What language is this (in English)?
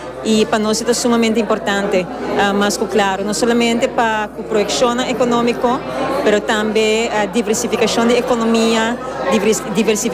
Papiamento